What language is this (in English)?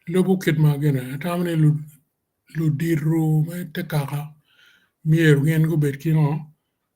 Acoli